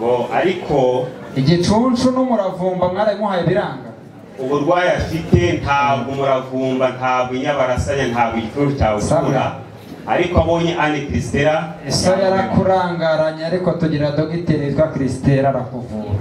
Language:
Kinyarwanda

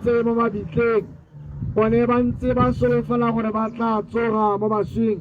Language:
Tswana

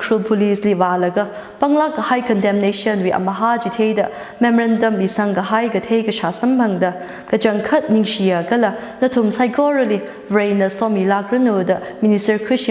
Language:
Tangkhul Naga (India)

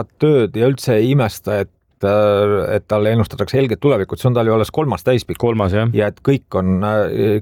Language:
Estonian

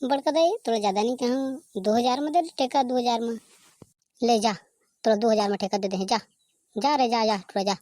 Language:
Chhattisgarhi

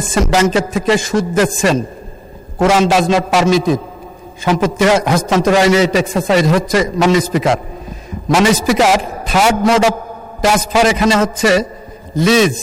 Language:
Bangla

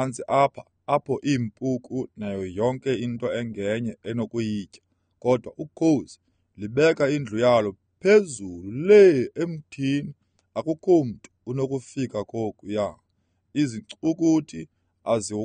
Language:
Xhosa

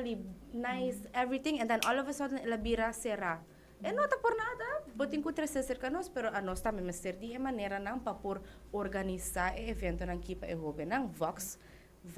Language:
Papiamento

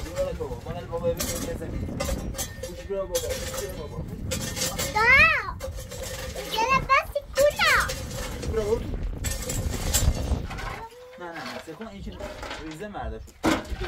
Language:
Persian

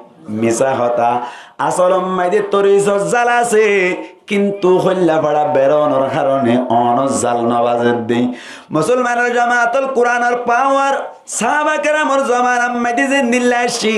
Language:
Rohingya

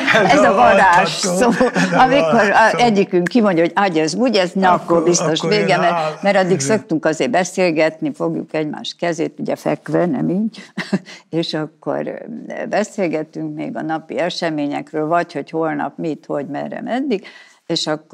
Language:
Hungarian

